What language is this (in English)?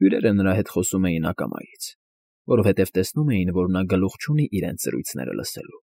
Armenian